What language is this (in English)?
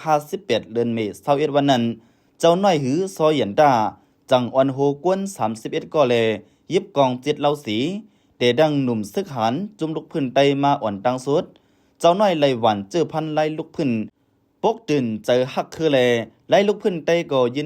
Lao